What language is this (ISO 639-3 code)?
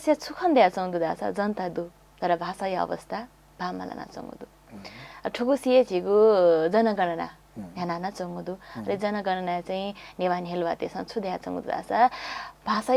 new